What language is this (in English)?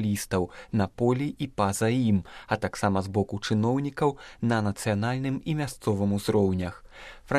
Belarusian